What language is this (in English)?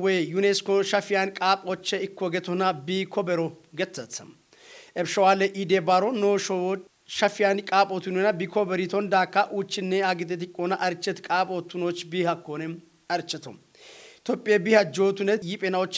Kafa